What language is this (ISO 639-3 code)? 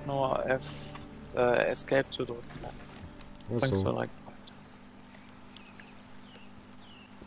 deu